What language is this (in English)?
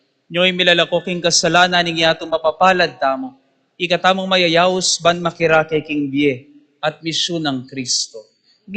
Pampanga